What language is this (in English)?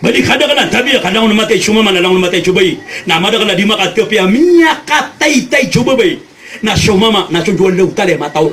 Maranao